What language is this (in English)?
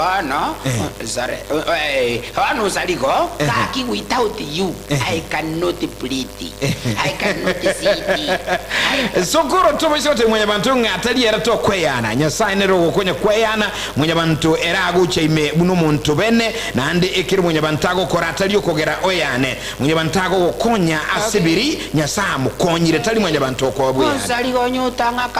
Gusii